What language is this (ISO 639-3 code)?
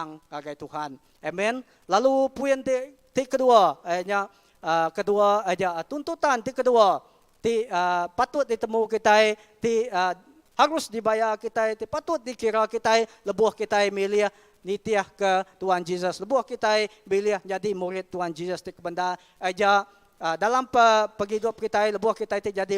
iba